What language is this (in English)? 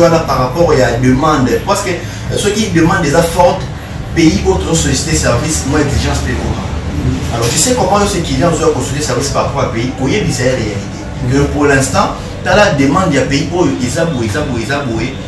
Lingala